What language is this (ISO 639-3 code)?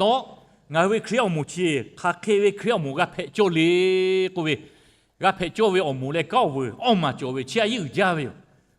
lhu